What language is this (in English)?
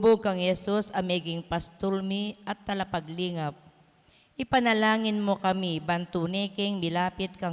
Pampanga